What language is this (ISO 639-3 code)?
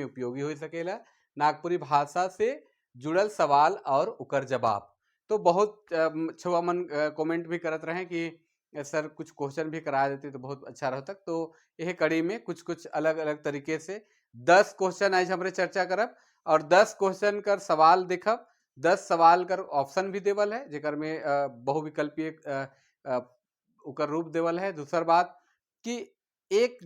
sck